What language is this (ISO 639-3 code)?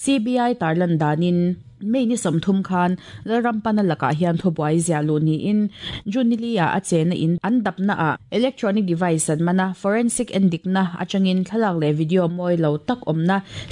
lus